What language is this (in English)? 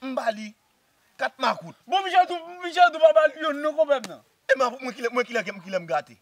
Haitian Creole